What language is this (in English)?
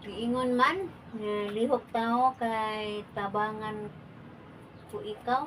Cebuano